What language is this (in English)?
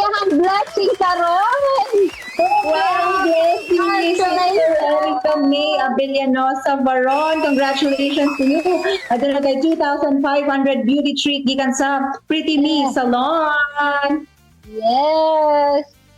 Cebuano